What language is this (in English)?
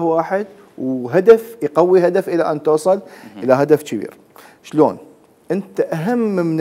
Mesopotamian Arabic